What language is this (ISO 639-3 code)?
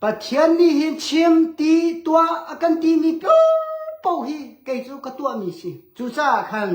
cnh